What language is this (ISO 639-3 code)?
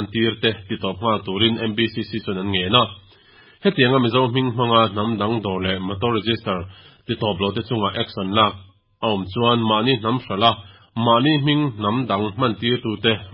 lus